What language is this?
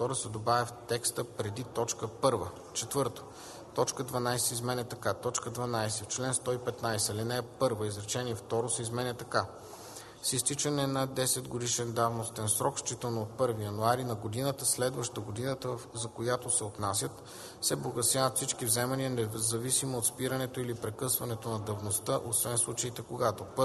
Bulgarian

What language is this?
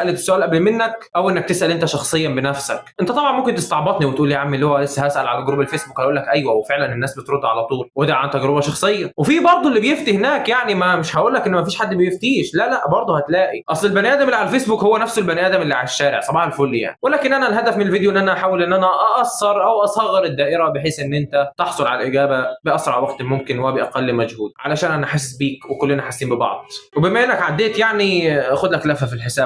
Egyptian Arabic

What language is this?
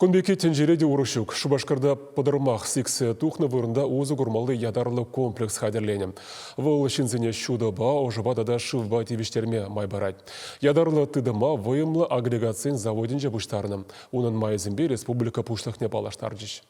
Chuvash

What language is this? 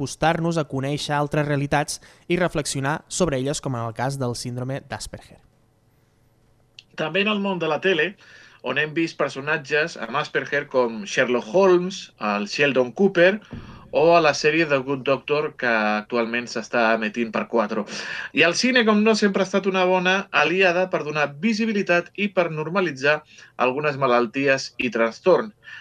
Catalan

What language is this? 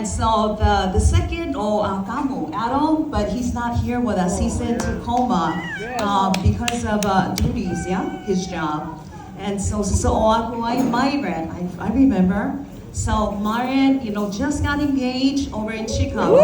Samoan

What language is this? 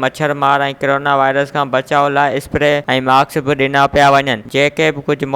Sindhi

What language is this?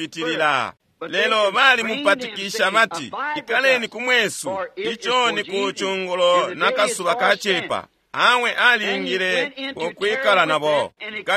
Bemba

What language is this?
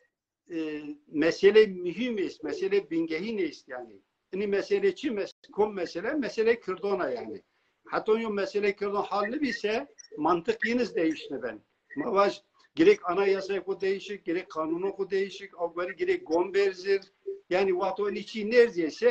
Zaza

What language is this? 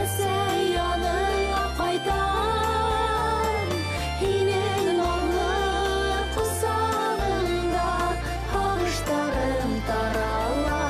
Bashkir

